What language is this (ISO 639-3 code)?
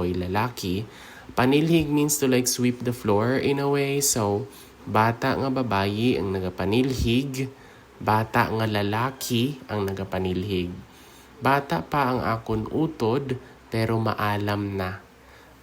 hil